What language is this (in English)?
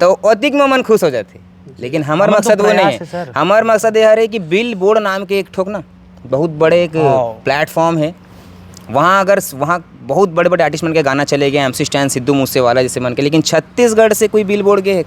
Chhattisgarhi